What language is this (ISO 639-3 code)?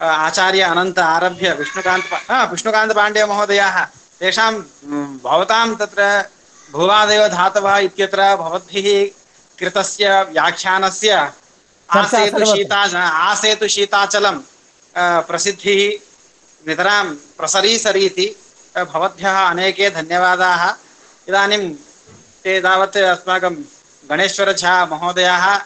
san